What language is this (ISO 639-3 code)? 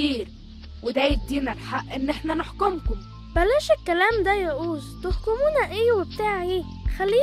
arz